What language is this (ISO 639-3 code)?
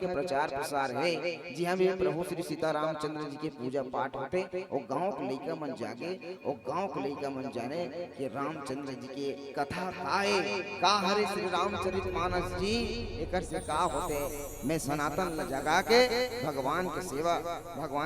hne